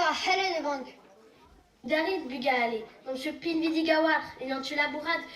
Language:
Breton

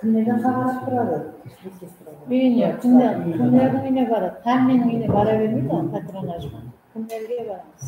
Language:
Kara-Kalpak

